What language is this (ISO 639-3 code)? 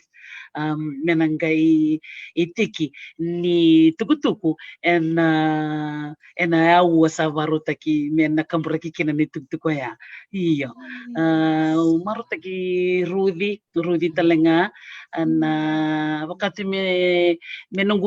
fij